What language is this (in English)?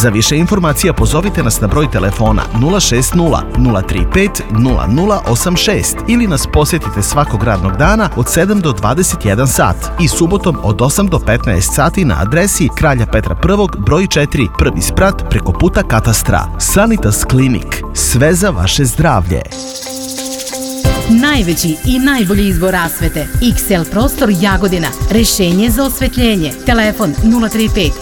Serbian